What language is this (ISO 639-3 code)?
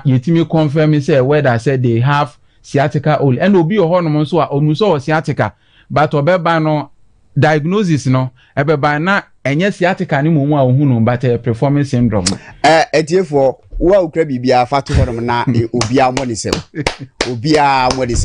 aka